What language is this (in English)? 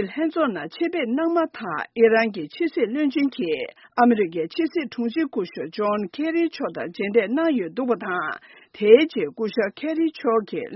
Tibetan